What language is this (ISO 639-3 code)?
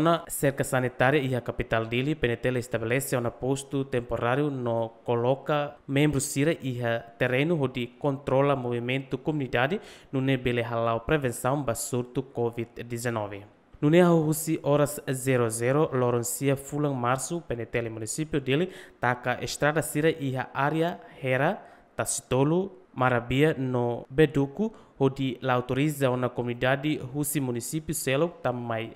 tet